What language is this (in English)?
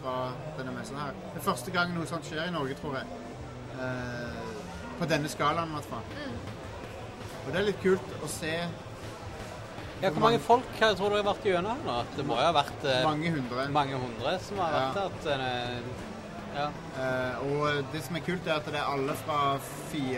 Norwegian